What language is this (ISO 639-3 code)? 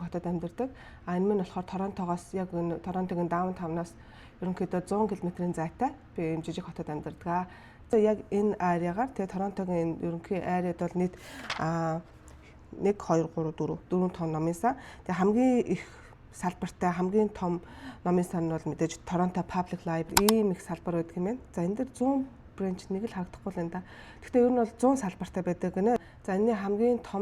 mon